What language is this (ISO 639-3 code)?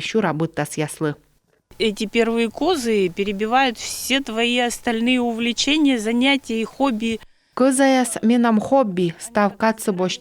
kom